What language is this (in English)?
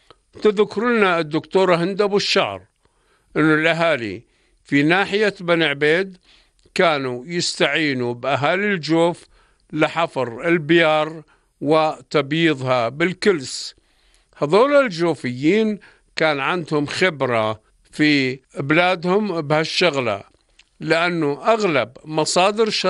North Levantine Arabic